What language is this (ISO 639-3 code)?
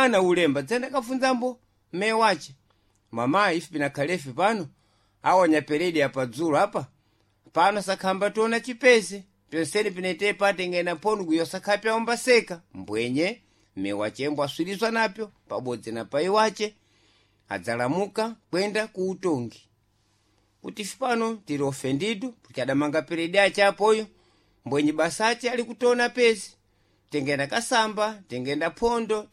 seh